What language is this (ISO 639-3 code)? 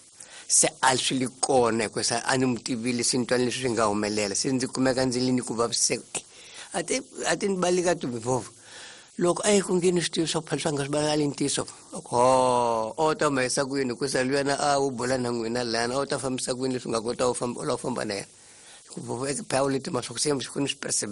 tso